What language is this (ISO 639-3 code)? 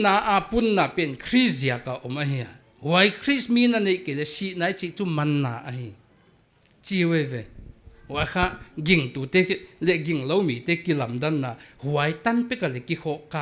pck